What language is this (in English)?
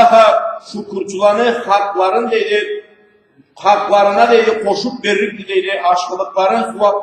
Karachay-Balkar